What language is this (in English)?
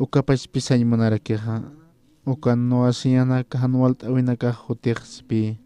Aymara